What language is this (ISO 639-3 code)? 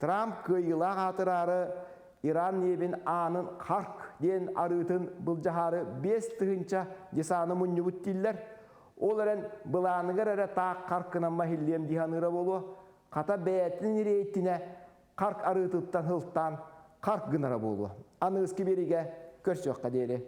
sah